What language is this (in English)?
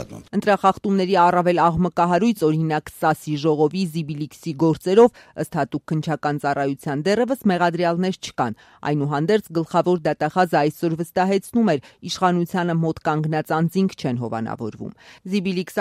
Armenian